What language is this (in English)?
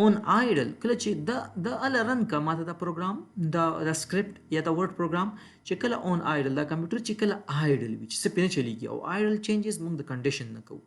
Pashto